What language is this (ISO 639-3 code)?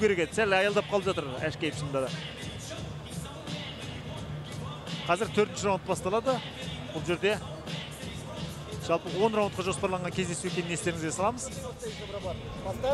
kaz